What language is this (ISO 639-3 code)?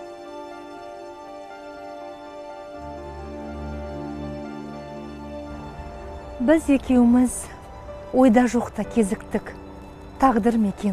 kaz